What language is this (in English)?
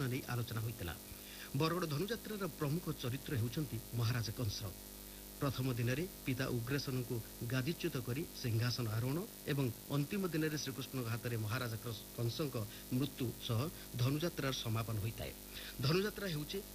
Odia